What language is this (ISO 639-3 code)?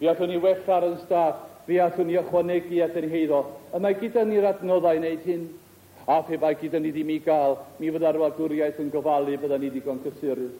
cym